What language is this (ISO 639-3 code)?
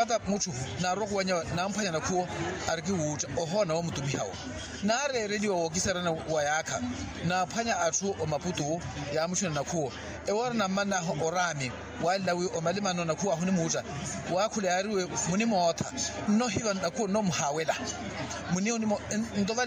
vmw